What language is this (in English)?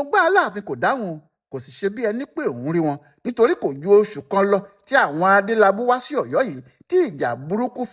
Yoruba